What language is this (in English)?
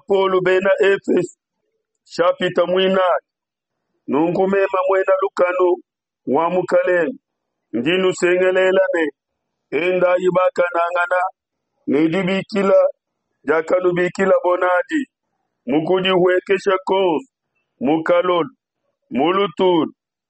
Luba-Lulua